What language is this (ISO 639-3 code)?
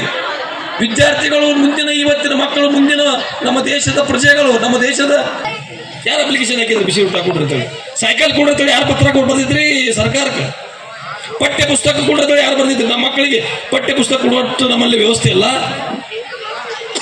kan